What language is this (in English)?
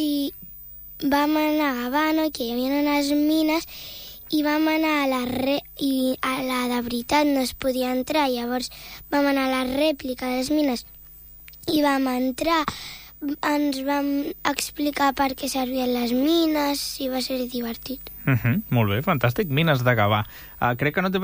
Catalan